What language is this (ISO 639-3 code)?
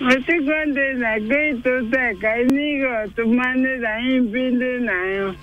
mer